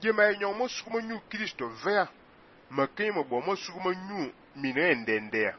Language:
Fang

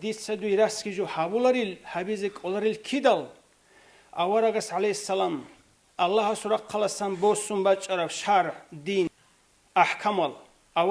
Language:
Avaric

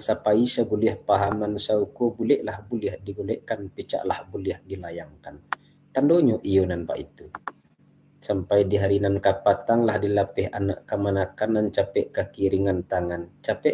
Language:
Minangkabau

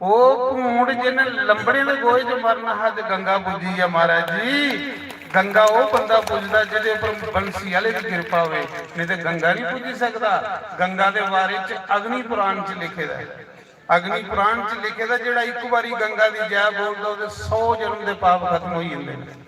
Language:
Dogri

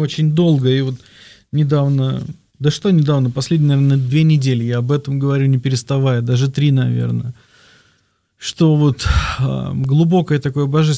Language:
Russian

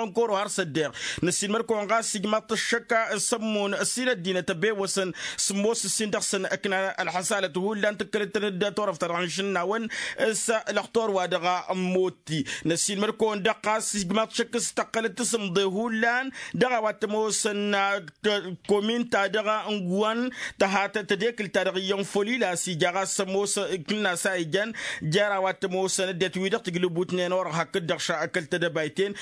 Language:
Tamasheq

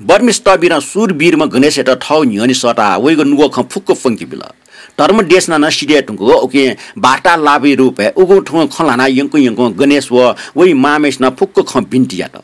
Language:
Newari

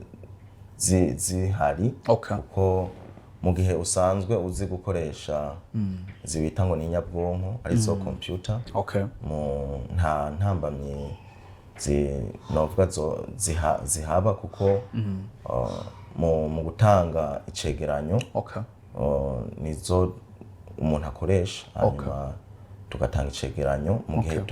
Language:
Rundi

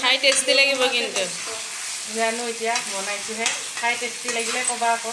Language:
Assamese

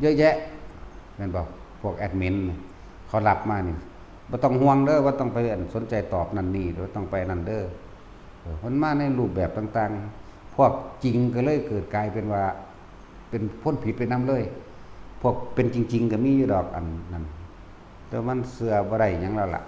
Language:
Northeastern Thai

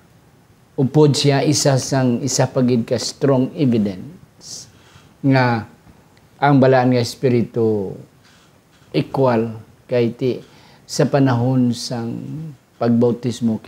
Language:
Hiligaynon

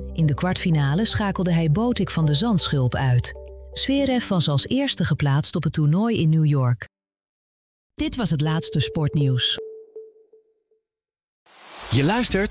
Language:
Dutch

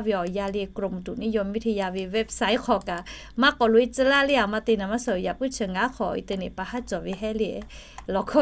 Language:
Lahu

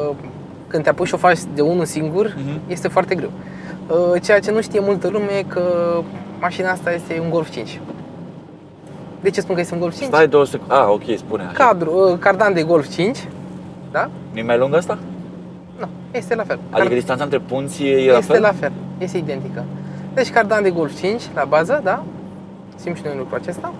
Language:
Romanian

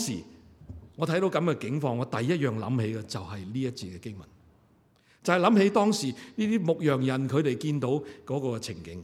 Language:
Cantonese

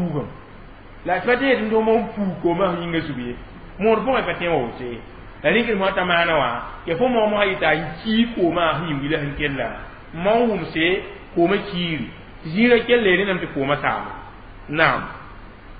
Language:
Mossi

